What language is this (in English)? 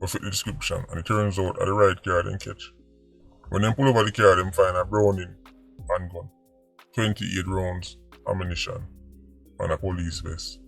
Jamaican Creole English